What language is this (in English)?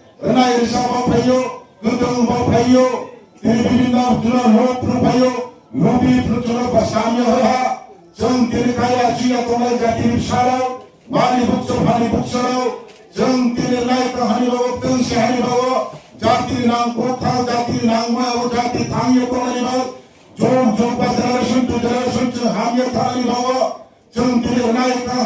Riang (India)